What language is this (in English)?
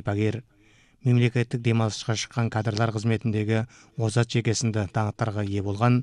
Kazakh